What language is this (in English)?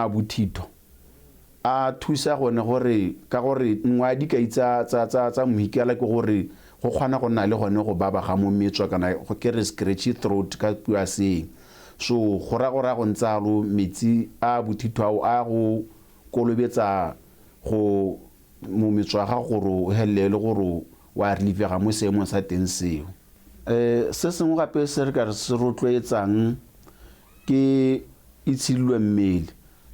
Tswana